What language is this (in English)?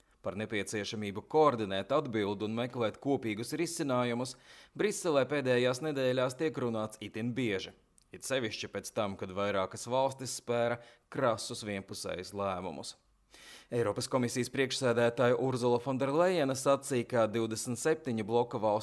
Latvian